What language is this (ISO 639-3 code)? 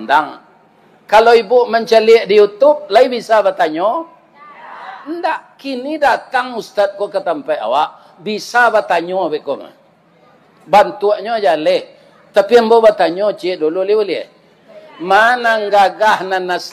min